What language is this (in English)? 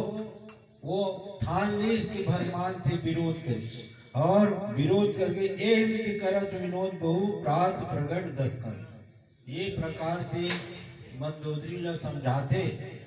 Chhattisgarhi